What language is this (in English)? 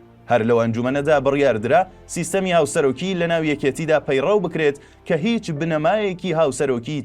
Central Kurdish